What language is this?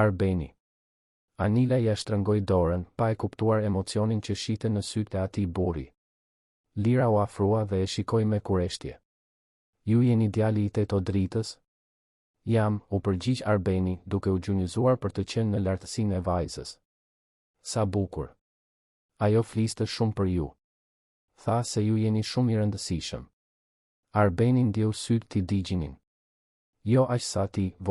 Albanian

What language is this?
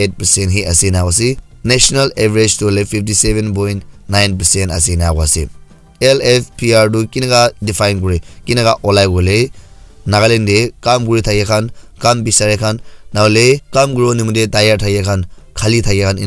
Naga Pidgin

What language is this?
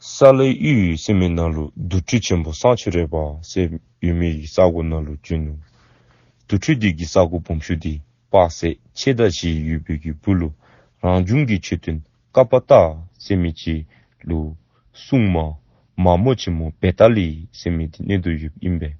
Dzongkha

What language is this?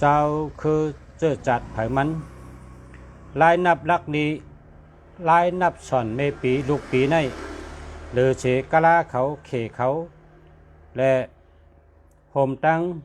Shan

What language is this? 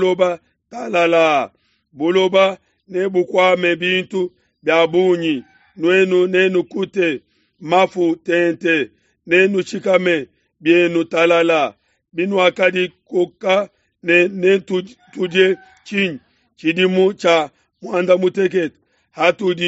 Luba-Lulua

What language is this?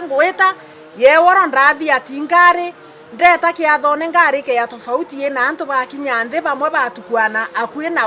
Meru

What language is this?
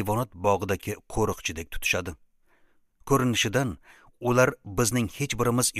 Uzbek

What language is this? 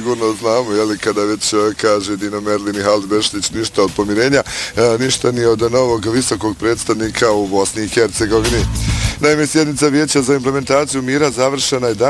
Bosnian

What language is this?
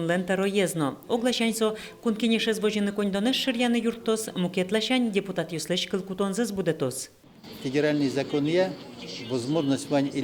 Udmurt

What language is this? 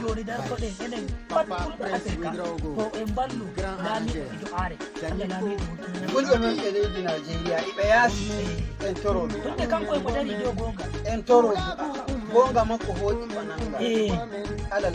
Nigerian Fulfulde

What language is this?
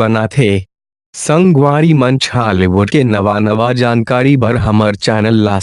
Chhattisgarhi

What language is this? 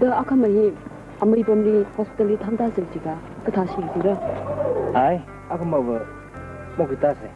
Tangkhul Naga (India)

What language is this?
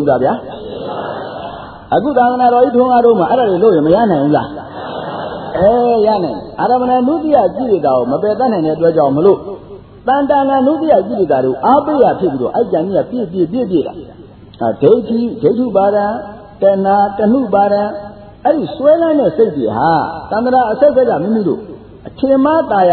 Burmese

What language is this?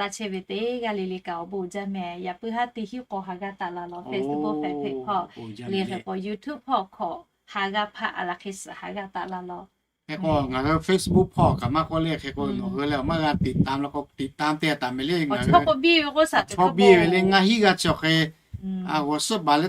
Lahu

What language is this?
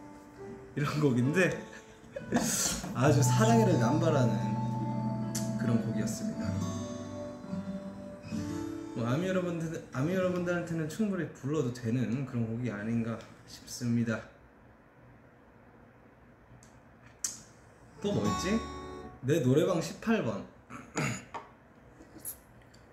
Korean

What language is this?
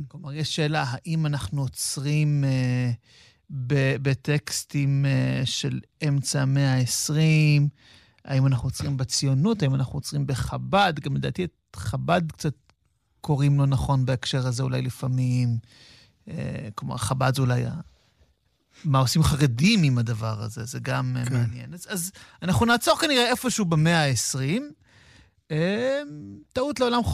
Hebrew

